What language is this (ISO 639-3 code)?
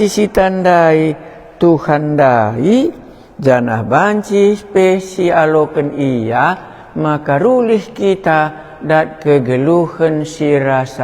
btx